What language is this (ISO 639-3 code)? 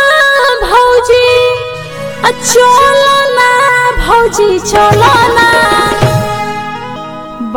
bho